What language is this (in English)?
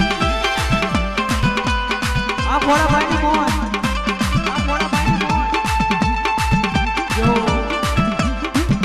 Gujarati